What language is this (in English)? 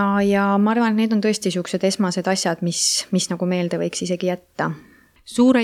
Estonian